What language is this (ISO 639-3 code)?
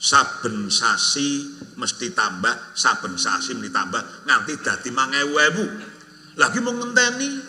jav